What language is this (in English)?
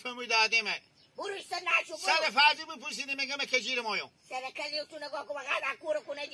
Hazaragi